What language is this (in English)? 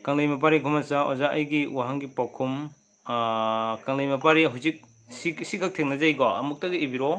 Manipuri